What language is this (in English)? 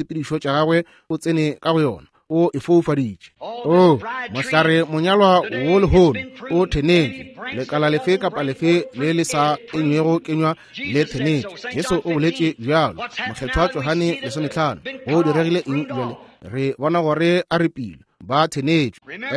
Northern Sotho